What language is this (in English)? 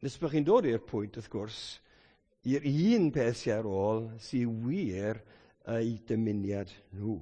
Welsh